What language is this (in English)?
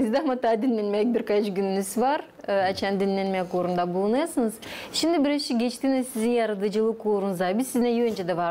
Gagauz